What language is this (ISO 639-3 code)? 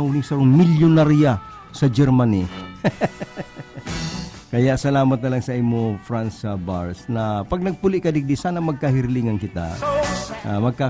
bik